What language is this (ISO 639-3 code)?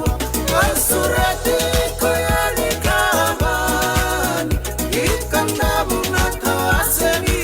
fij